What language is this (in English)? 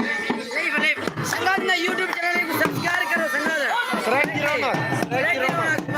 Saraiki